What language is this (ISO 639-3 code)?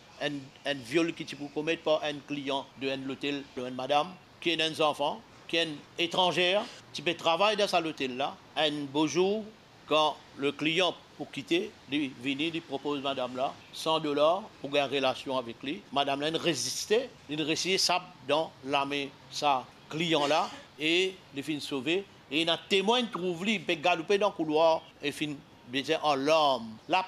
mfe